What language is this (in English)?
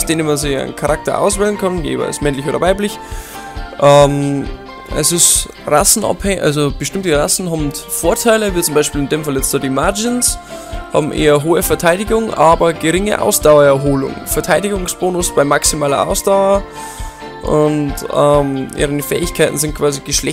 Bavarian